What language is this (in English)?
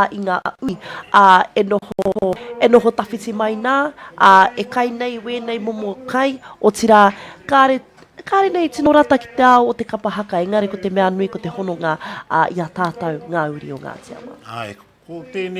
Māori